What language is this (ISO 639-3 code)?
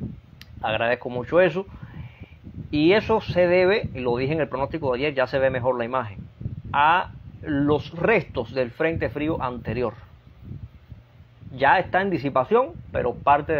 spa